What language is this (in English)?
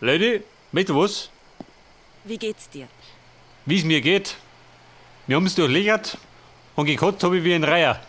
Bavarian